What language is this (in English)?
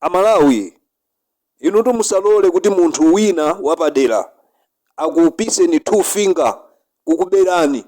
Nyanja